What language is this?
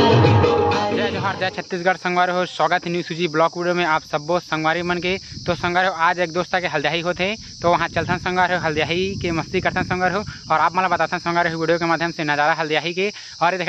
Chhattisgarhi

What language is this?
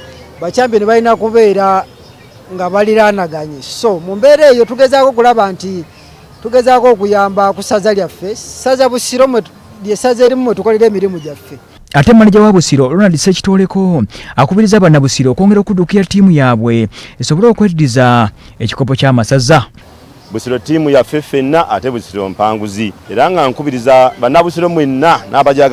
Ganda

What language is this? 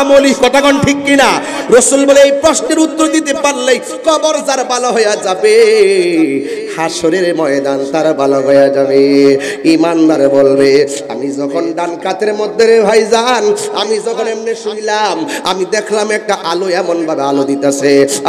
Bangla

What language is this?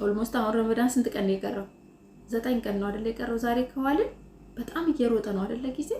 Amharic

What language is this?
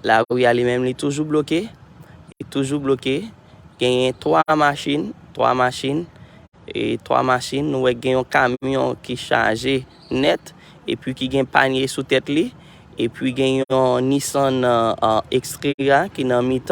Haitian Creole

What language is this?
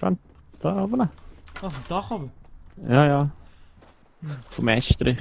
Swiss German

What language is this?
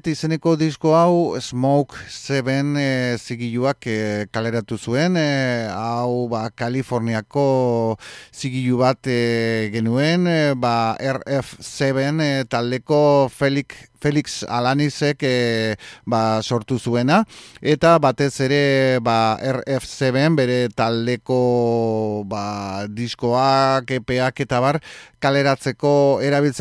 Basque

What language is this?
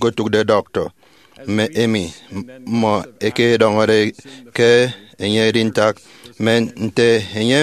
Efik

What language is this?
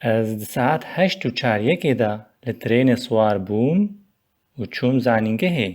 Kurdish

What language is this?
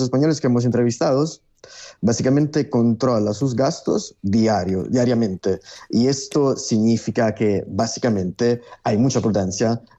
Spanish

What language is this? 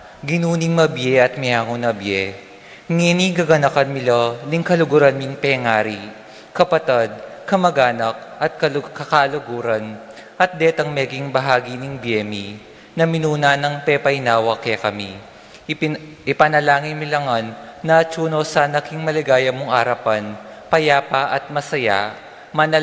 Pampanga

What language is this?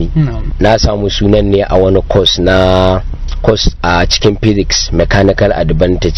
Hausa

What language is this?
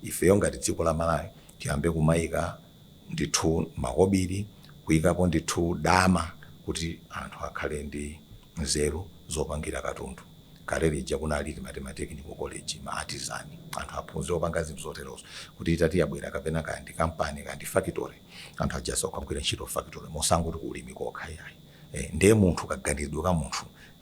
Nyanja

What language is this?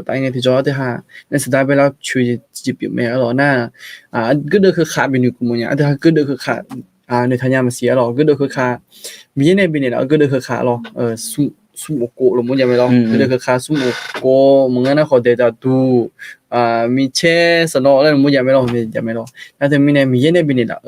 Akha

